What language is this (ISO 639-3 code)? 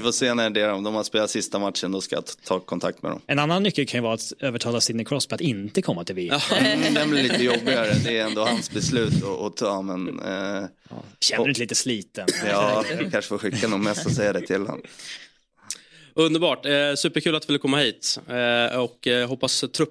swe